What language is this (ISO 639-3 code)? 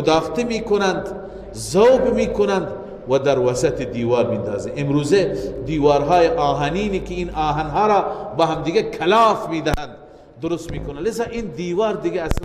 fas